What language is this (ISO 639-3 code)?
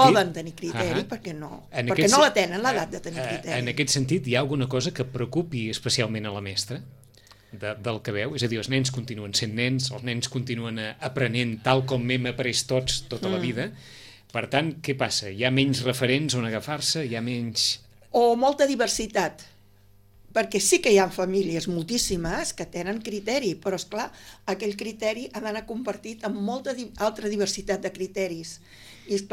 cat